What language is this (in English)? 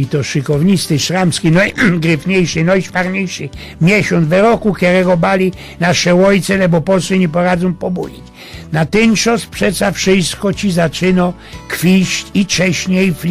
Silesian